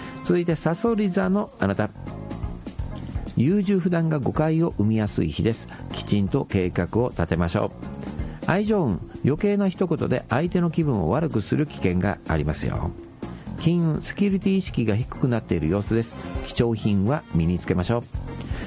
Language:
Japanese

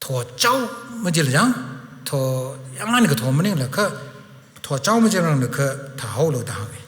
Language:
Tangkhul Naga (India)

